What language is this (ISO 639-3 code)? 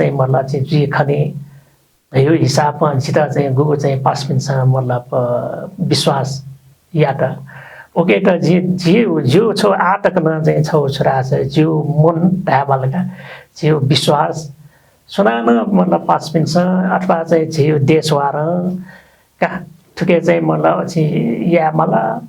new